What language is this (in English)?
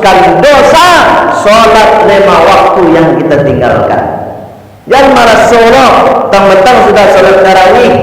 Minangkabau